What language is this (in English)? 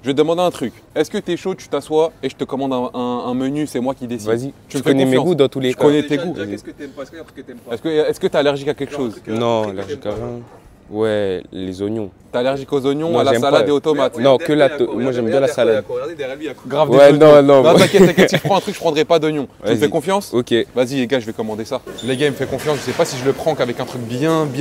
French